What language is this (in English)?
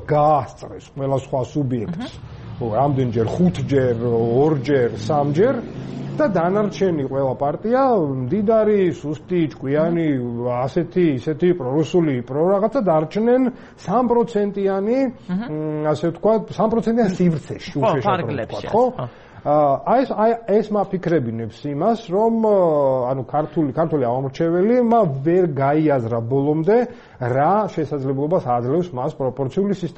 Georgian